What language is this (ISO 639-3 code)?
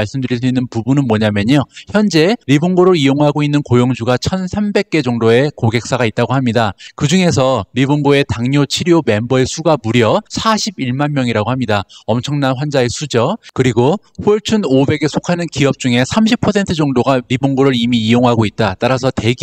kor